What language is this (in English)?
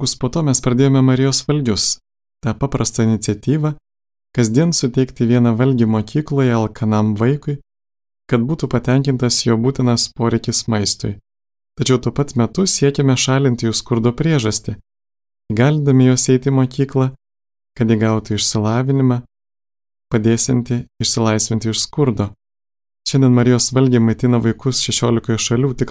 Lithuanian